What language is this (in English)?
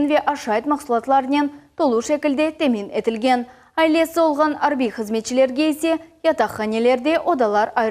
Crimean Tatar